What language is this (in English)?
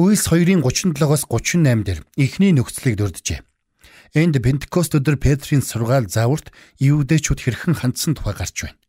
Mongolian